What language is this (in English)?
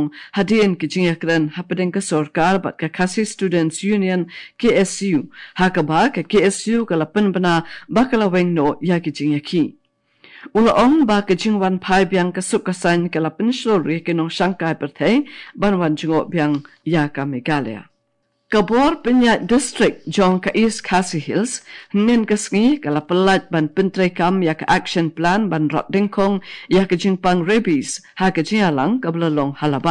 Khasi